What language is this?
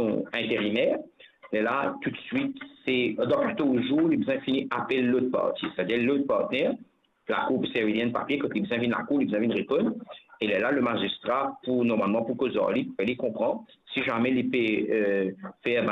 Morisyen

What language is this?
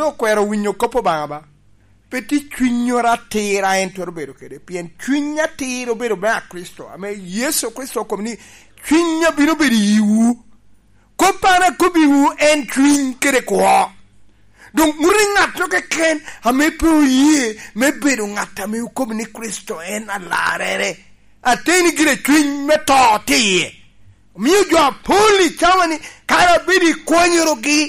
Lango (Uganda)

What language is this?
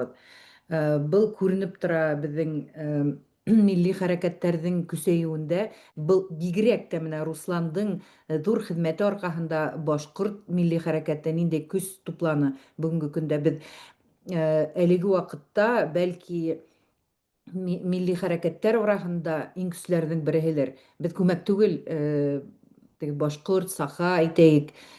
Bashkir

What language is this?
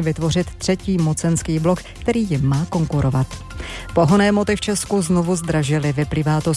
Czech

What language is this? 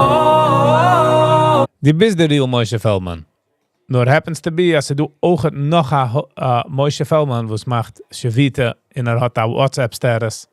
Yiddish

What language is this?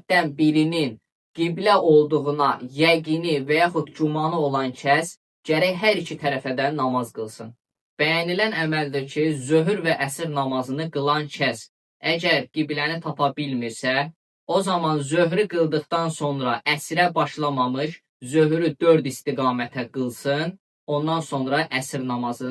Azerbaijani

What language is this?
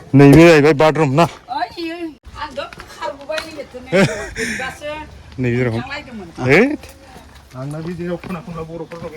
Bodo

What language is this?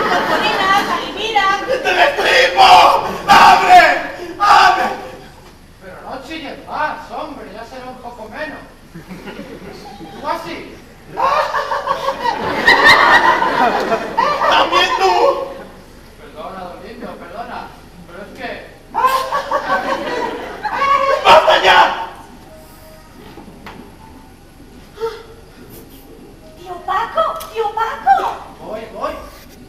Spanish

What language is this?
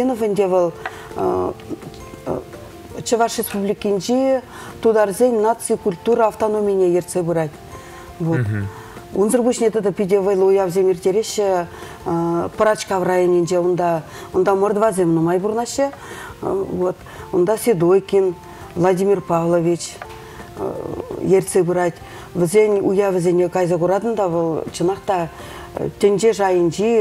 Chuvash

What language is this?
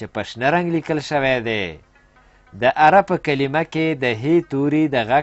Pashto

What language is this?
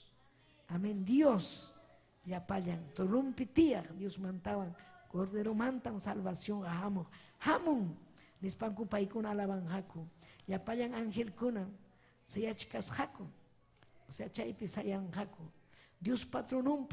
Ayacucho Quechua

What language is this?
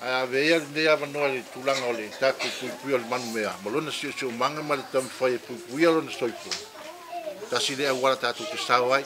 Samoan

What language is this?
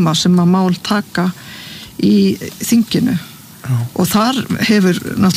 Icelandic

